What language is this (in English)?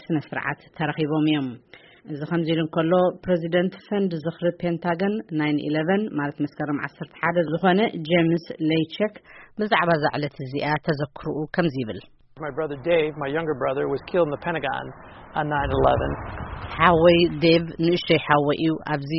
Tigrinya